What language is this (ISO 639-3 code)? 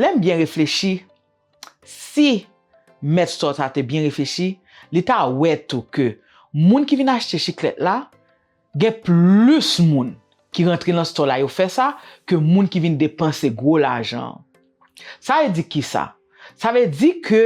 hat